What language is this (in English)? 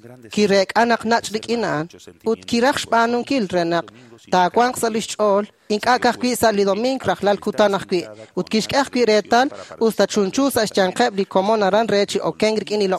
Kekchí